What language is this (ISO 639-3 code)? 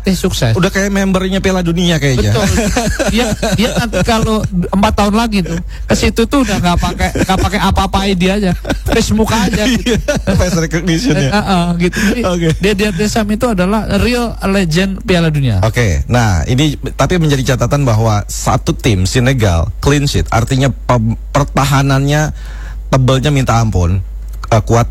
ind